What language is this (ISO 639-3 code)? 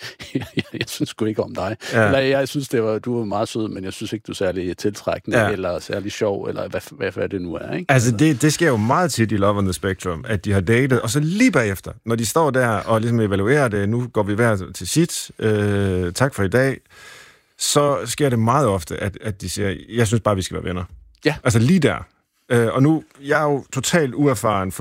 dan